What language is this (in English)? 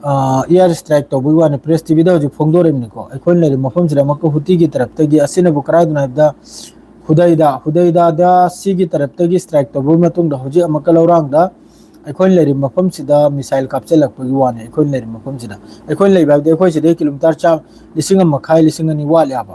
Manipuri